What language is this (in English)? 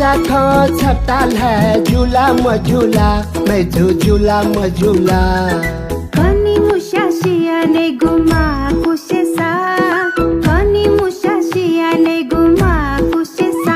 Newari